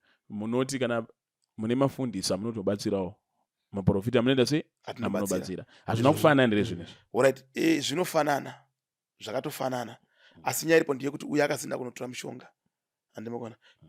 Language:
Shona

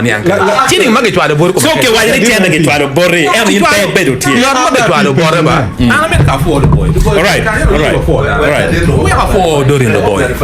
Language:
Acoli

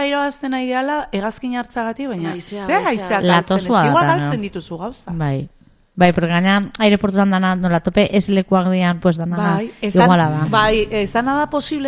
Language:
Basque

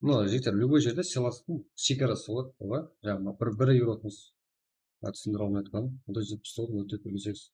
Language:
Kara-Kalpak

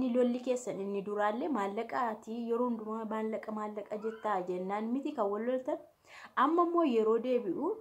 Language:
Oromo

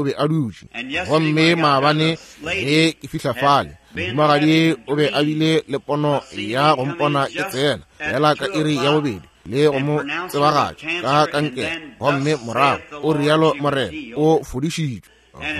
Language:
Northern Sotho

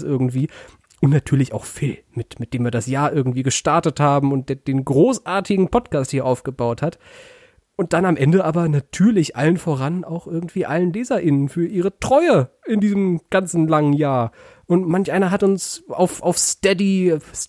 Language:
German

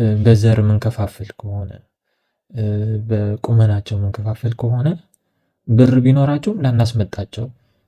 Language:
Amharic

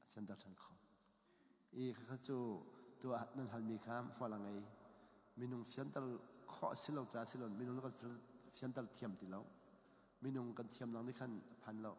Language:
Hakha Chin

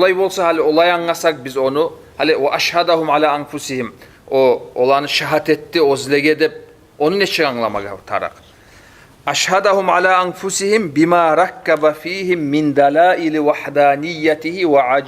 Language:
Kumyk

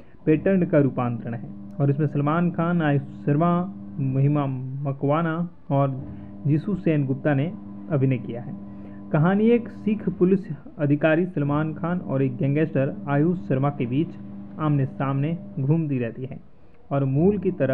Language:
Hindi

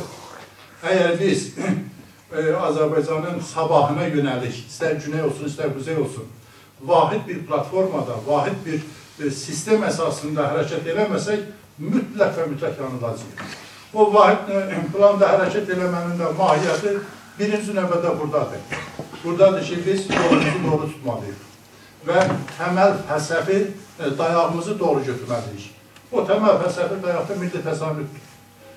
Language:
South Azerbaijani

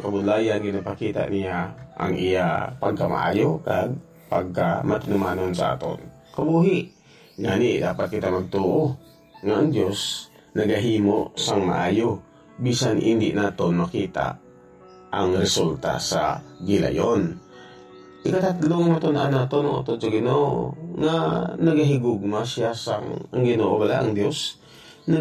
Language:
Hiligaynon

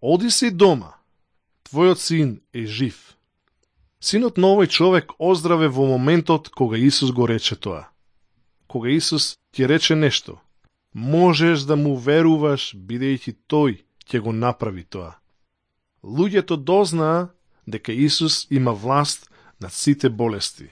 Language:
Macedonian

